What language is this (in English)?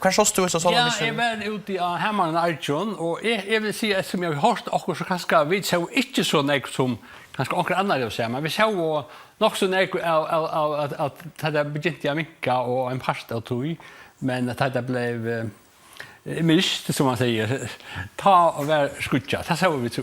Faroese